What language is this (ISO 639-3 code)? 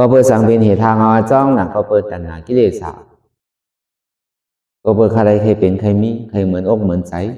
shn